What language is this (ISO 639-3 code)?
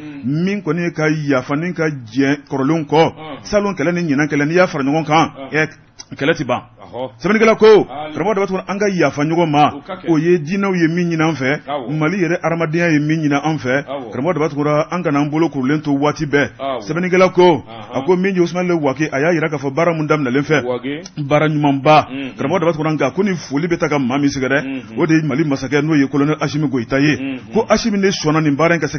bam